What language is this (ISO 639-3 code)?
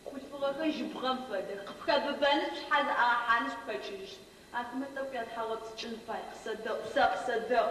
ady